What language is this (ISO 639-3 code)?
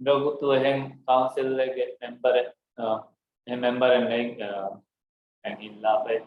div